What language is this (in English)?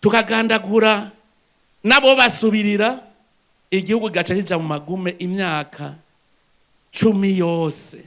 Rundi